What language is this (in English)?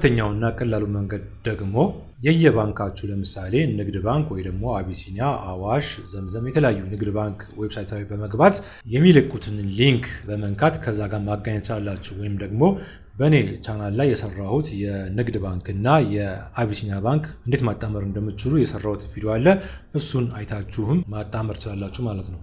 Amharic